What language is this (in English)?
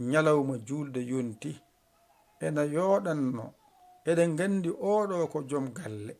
Fula